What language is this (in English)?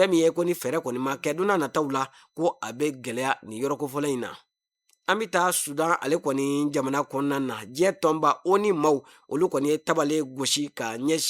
Bambara